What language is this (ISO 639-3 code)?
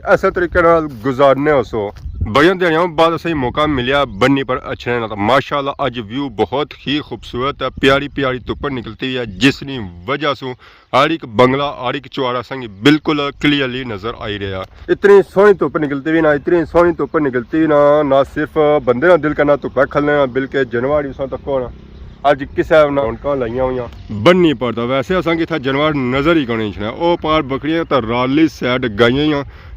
phr